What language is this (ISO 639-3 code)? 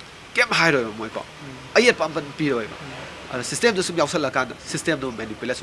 mni